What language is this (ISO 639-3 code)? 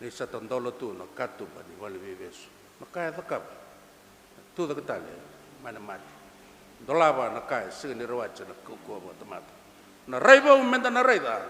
fij